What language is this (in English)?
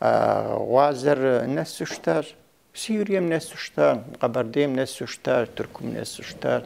Kabardian